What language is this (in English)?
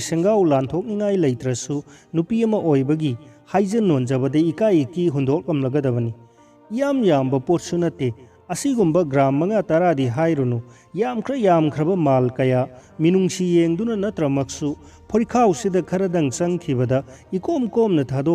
Manipuri